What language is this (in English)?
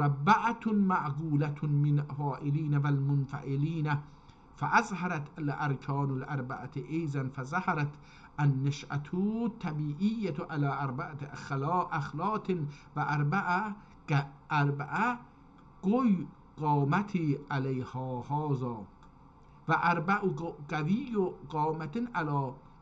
South Azerbaijani